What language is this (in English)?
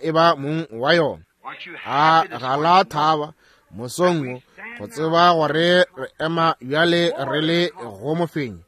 Northern Sotho